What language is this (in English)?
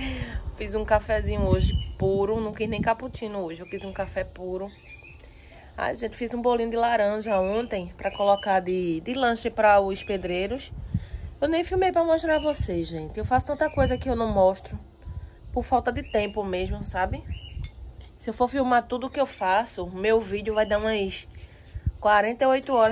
Portuguese